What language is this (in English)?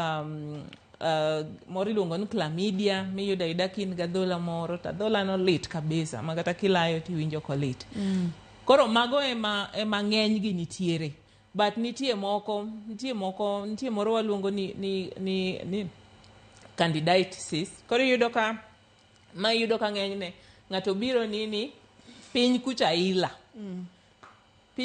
Luo (Kenya and Tanzania)